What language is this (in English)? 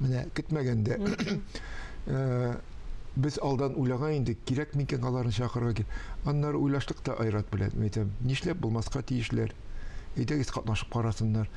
Tatar